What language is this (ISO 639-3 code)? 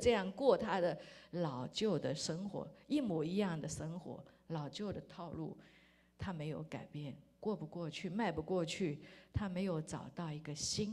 zho